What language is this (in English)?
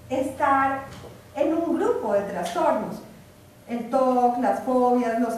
Spanish